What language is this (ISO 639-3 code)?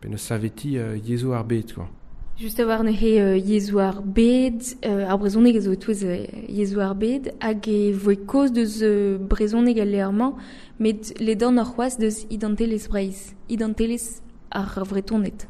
bre